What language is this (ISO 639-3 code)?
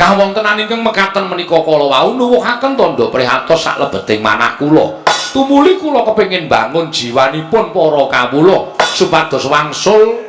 jav